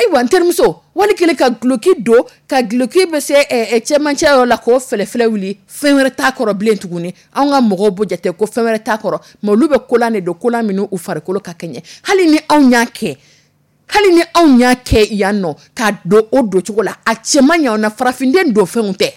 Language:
Dyula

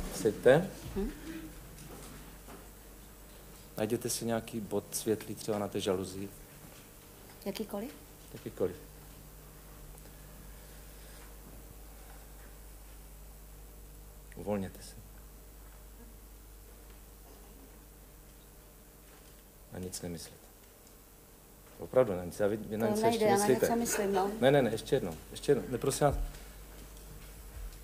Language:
Czech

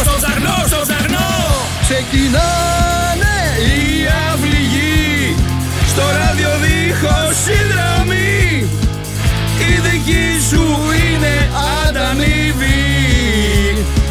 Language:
Greek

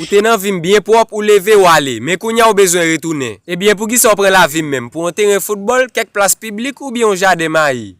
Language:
Haitian Creole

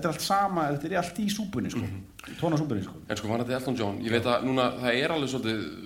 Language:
Icelandic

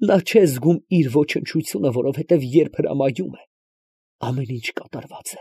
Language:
Armenian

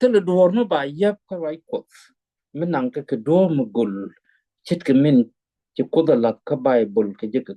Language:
Nuer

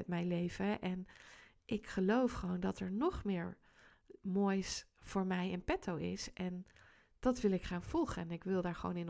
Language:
Dutch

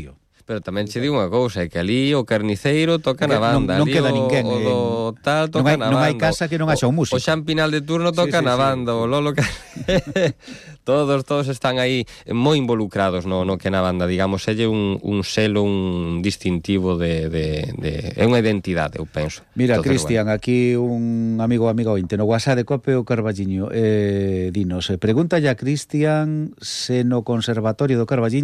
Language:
Galician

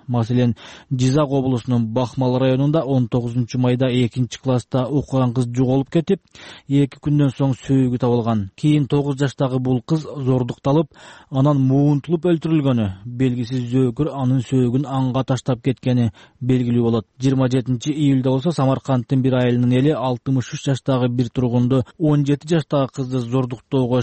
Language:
Kyrgyz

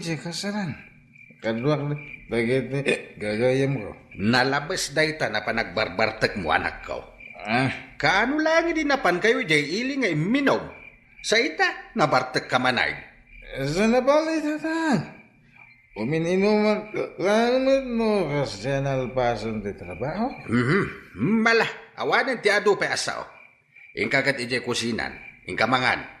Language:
Iloko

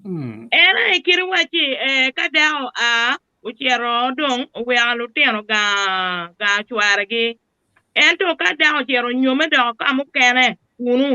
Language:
Acoli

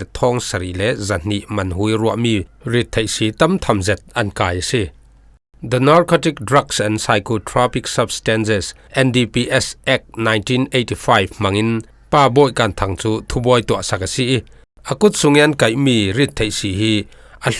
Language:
Falam Chin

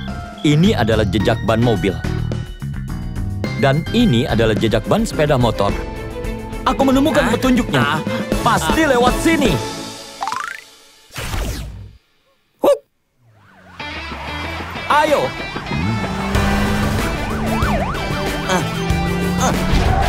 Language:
Indonesian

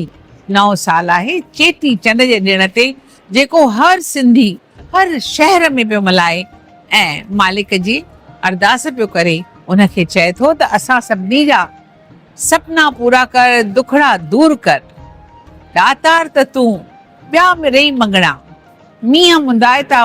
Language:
Sindhi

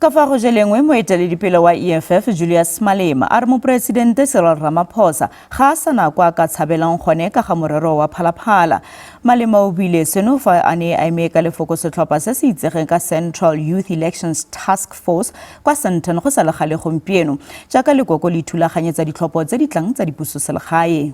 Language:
Tswana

